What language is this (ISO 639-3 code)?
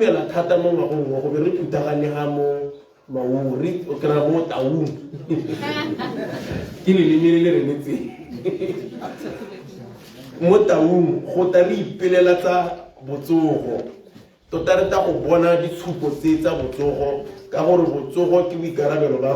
tsn